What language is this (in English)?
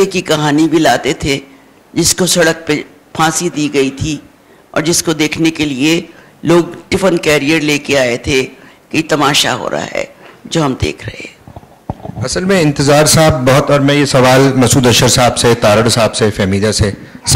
Urdu